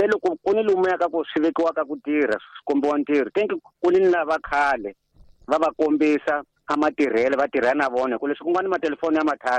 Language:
Tsonga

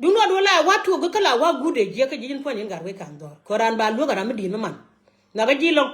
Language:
Nuer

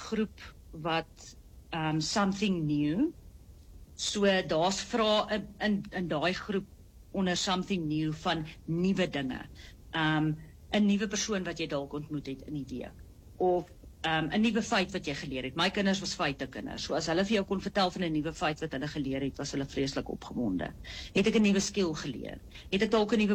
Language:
Afrikaans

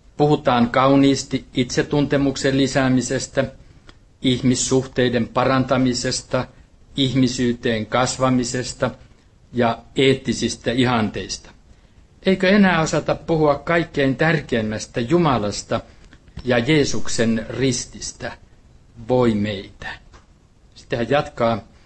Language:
Finnish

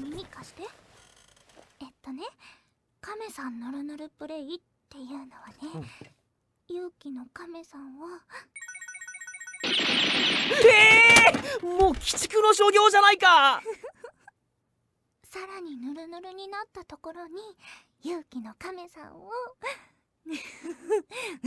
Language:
Japanese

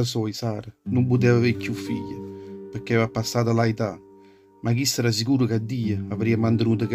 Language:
Neapolitan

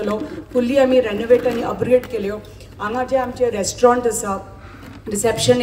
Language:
Konkani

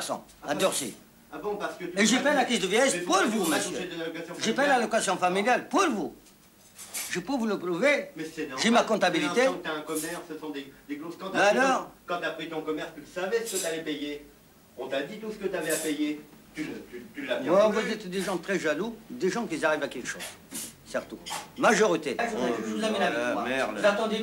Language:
French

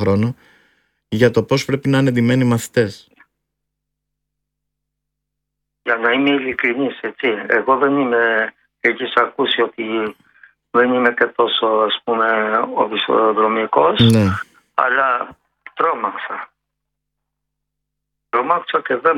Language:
Greek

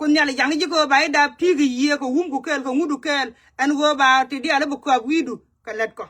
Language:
Nuer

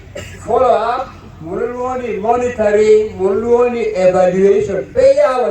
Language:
Acoli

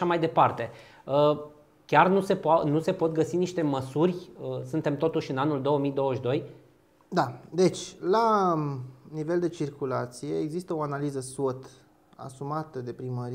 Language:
Romanian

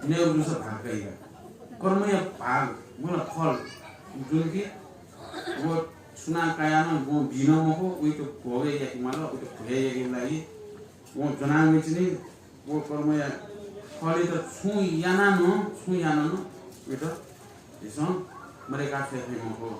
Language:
Newari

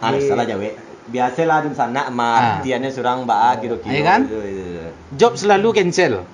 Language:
Minangkabau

